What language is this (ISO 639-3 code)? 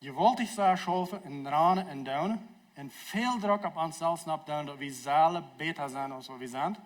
pdt